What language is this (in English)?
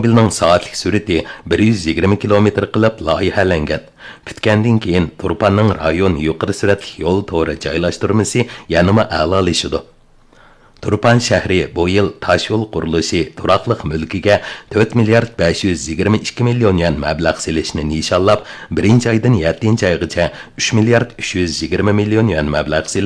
Uyghur